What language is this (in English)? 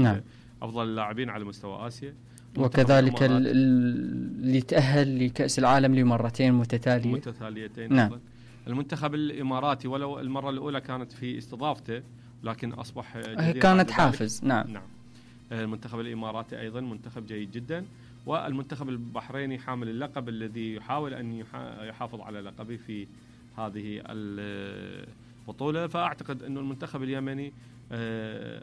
Mesopotamian Arabic